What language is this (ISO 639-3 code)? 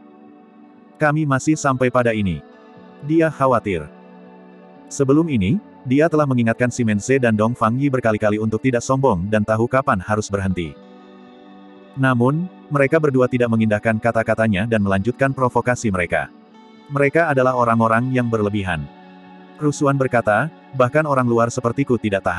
ind